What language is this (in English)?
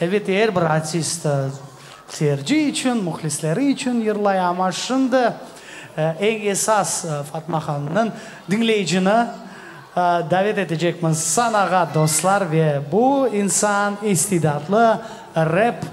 Crimean Tatar